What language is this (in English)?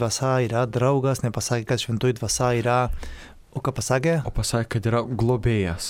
Lithuanian